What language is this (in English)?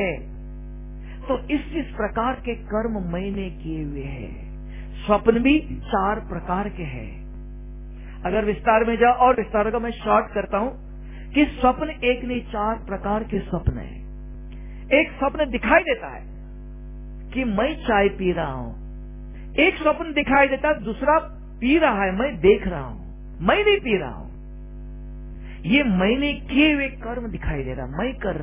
Hindi